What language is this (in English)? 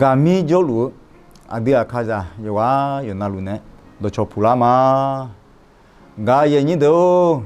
Akha